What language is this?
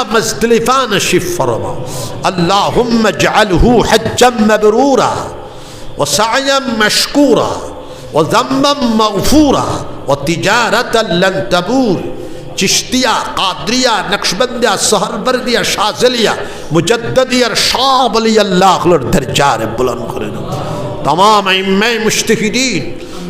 Sylheti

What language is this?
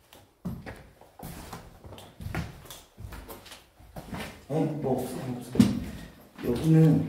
Korean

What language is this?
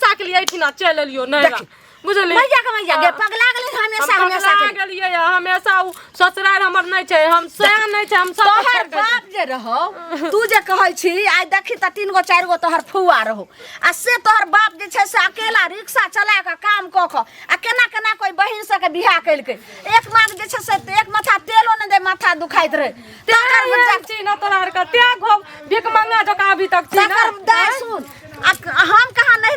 Maithili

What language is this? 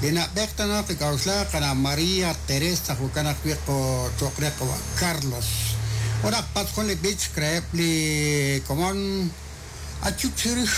Kekchí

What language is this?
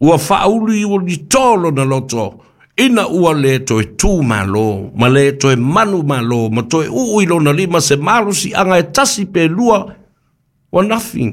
Samoan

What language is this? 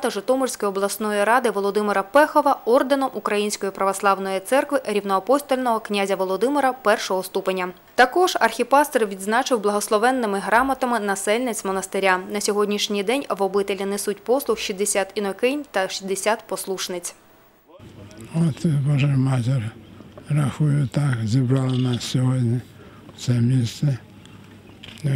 Ukrainian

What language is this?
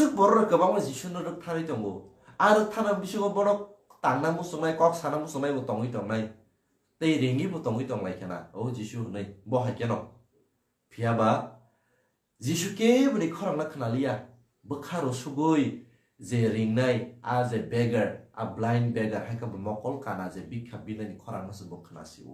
Kok Borok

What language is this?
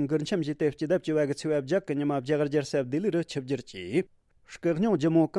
Tibetan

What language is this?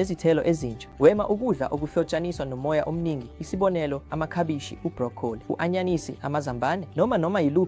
Zulu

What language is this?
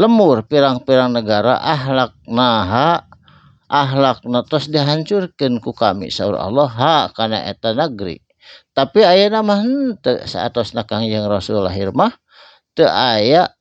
Sundanese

